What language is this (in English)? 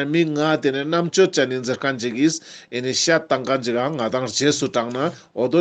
Ladakhi